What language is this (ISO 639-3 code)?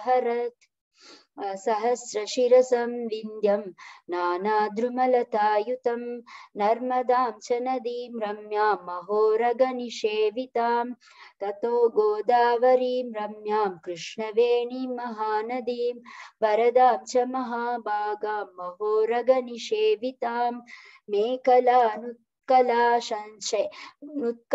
san